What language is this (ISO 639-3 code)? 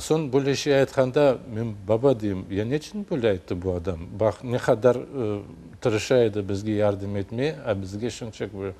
crh